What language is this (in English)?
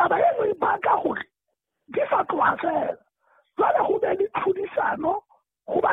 Southern Sotho